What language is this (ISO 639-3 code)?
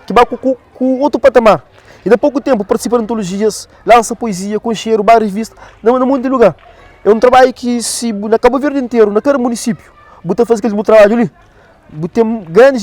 kea